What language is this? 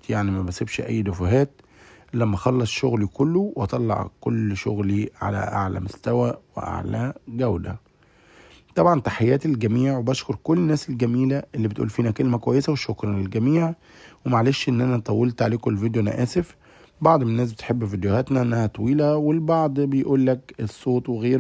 Egyptian Arabic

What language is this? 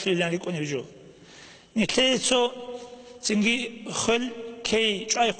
Avaric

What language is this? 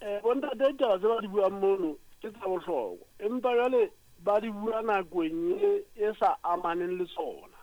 Southern Sotho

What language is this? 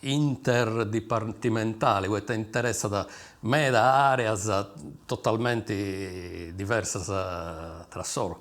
Sardinian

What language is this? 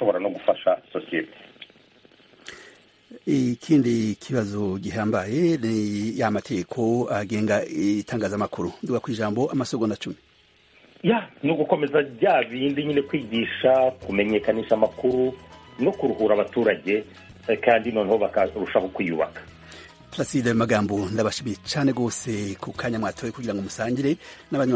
Kinyarwanda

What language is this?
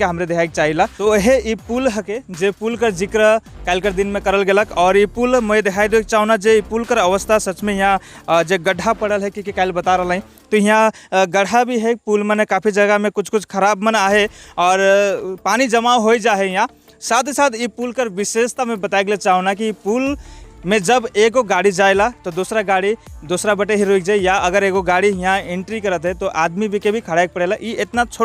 Sadri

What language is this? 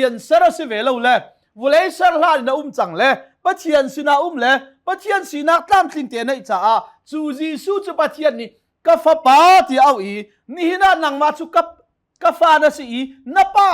Hakha Chin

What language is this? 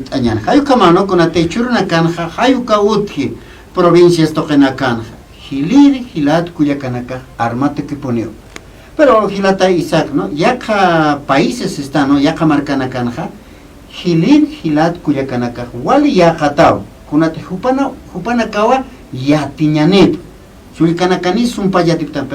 Aymara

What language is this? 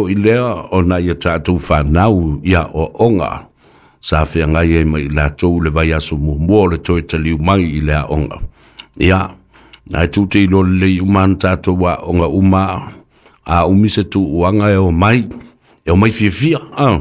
Samoan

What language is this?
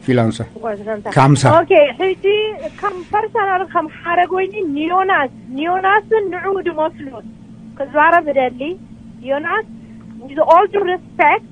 Tigrinya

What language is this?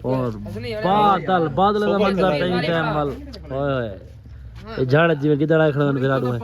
Saraiki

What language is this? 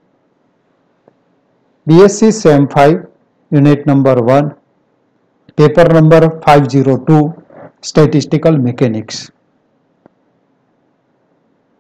Gujarati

